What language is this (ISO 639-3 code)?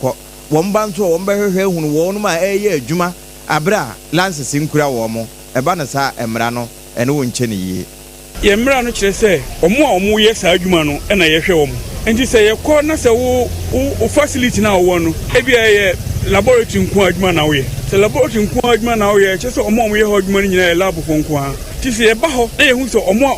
aka